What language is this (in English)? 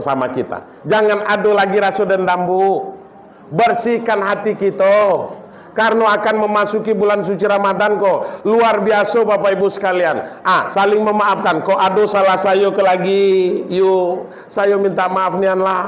Minangkabau